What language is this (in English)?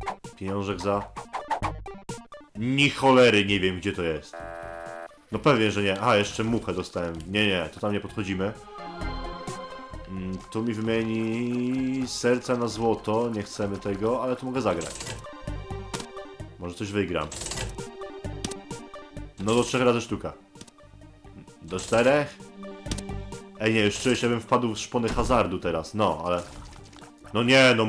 Polish